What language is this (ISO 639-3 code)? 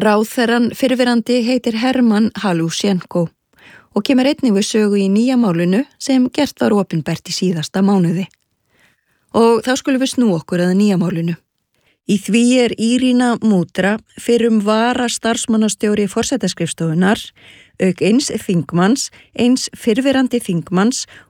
isl